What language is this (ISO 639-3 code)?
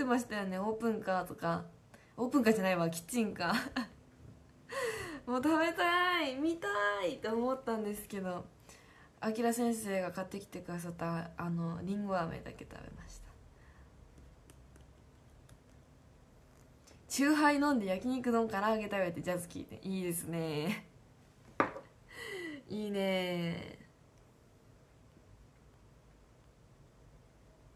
jpn